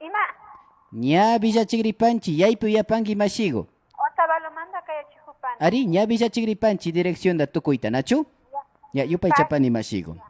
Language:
Imbabura Highland Quichua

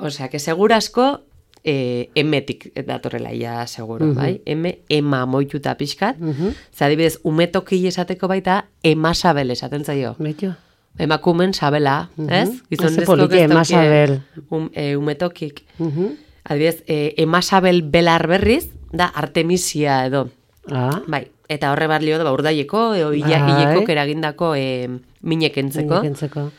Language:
Basque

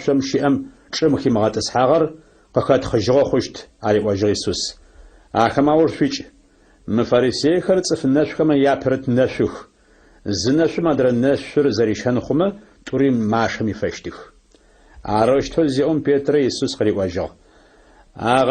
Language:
Adyghe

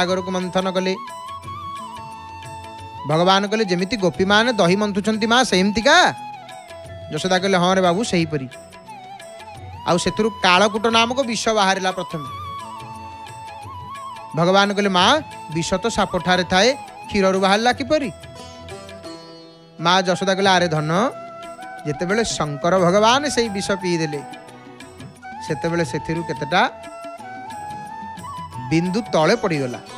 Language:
Odia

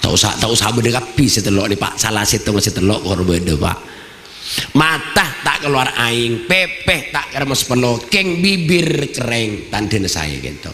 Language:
Madurese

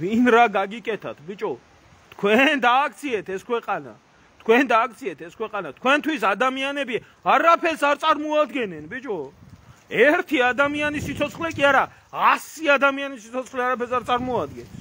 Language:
Georgian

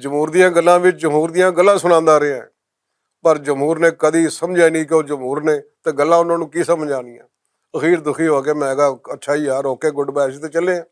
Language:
Western Panjabi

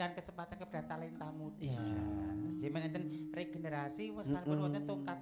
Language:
Javanese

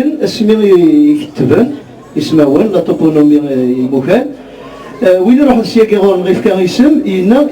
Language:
Kabyle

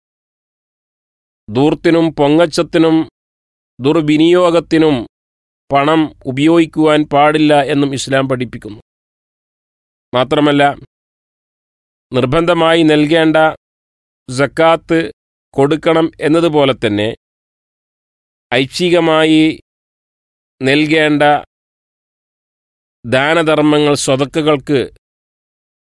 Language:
Malayalam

